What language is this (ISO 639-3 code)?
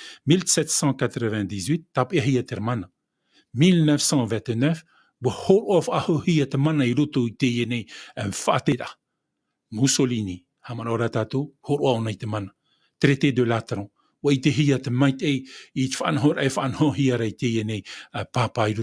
tah